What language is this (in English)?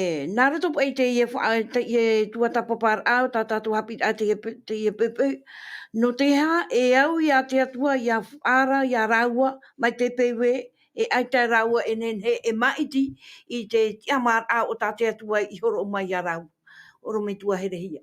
Tahitian